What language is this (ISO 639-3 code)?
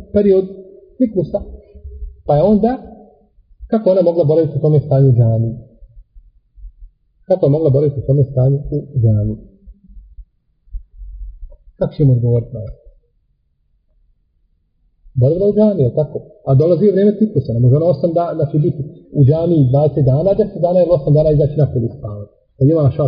bos